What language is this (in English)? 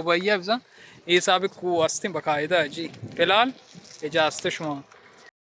Baluchi